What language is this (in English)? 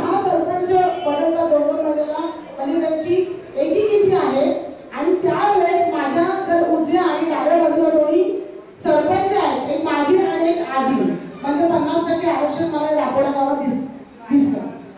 Marathi